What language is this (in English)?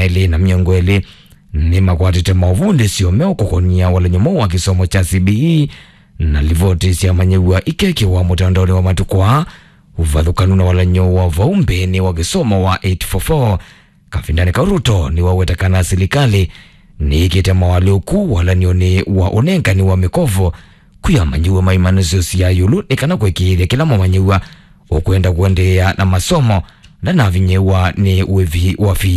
Kamba